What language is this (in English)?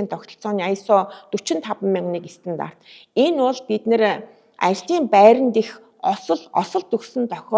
Mongolian